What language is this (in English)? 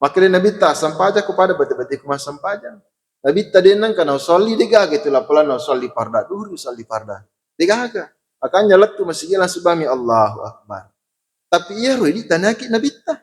Buginese